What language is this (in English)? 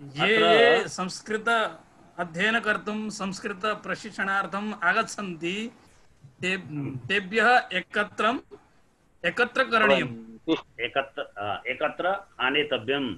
Sanskrit